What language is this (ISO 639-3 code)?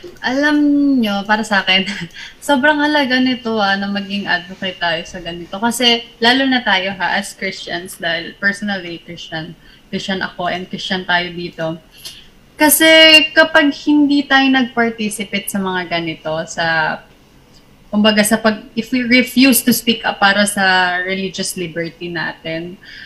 fil